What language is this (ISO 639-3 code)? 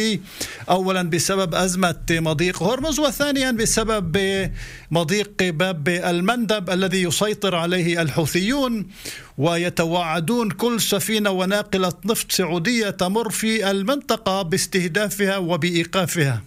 ara